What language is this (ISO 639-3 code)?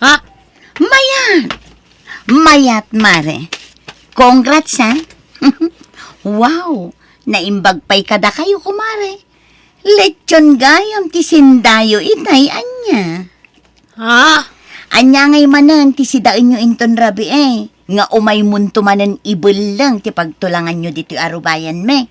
ilo